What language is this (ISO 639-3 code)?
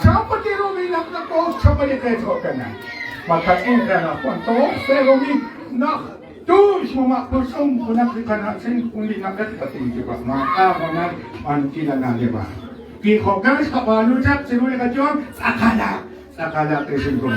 kek